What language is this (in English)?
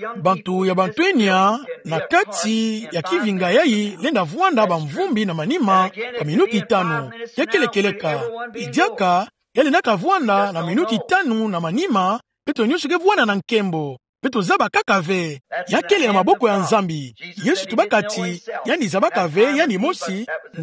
Kituba (Democratic Republic of Congo)